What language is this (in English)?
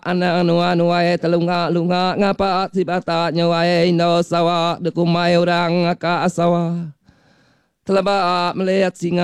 Iban